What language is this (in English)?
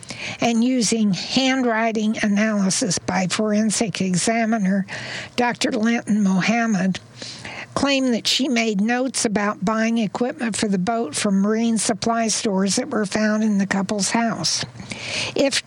English